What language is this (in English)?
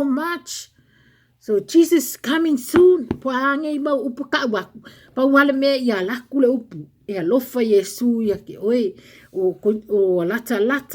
Samoan